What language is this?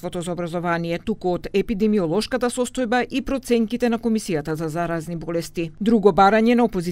Macedonian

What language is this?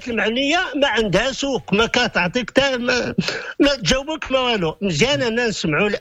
Moroccan Arabic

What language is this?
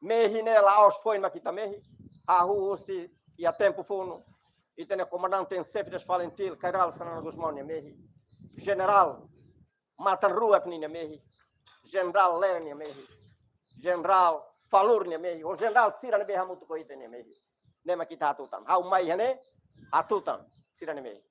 Tetum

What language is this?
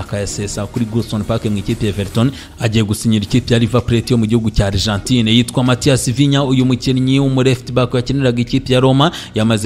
Kinyarwanda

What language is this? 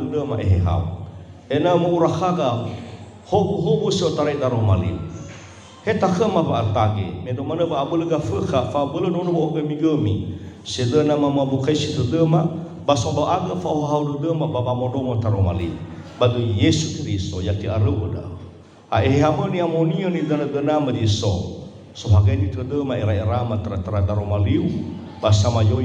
Nias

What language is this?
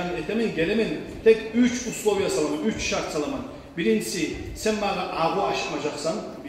Kumyk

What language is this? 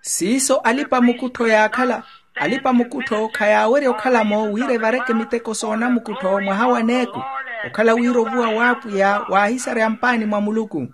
Makhuwa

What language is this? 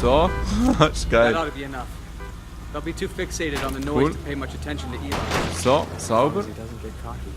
Swiss German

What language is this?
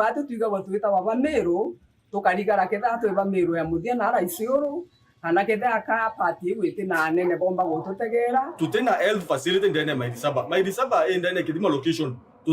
Meru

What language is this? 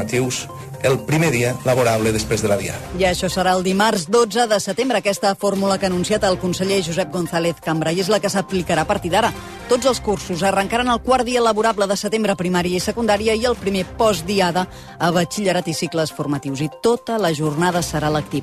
Catalan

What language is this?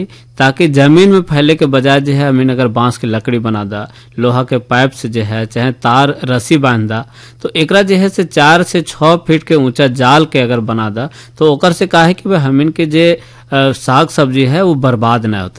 Bhojpuri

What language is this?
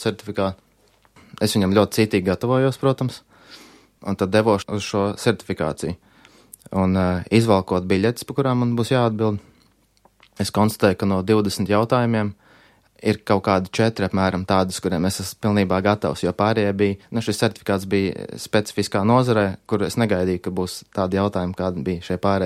Latvian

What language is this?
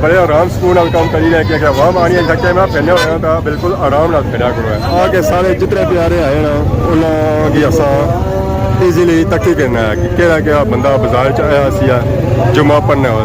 Pahari-Potwari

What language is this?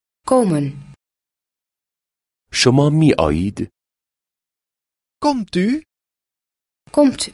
Dutch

